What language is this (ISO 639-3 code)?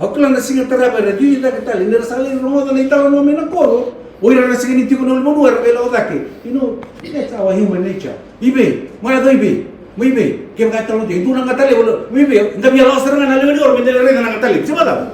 fij